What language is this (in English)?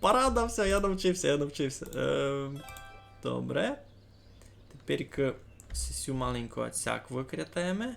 Rusyn